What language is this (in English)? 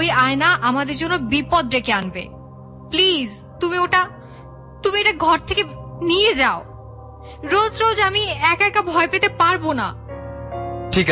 Bangla